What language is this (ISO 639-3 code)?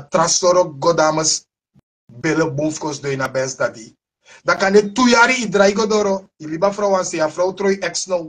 srn